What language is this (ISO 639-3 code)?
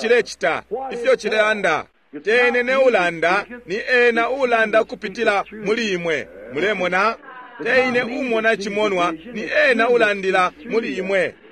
bem